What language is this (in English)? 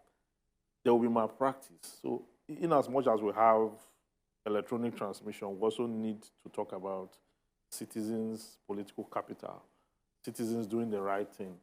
Nigerian Pidgin